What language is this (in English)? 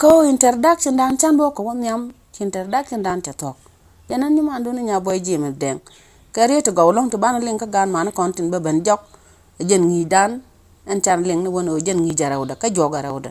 Nuer